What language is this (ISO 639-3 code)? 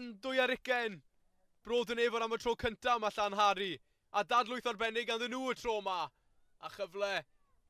cym